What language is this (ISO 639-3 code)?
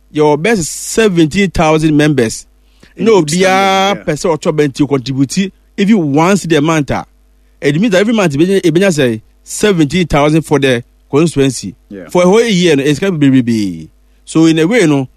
aka